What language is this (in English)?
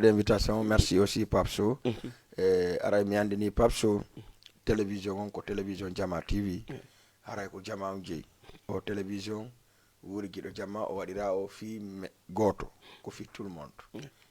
Fula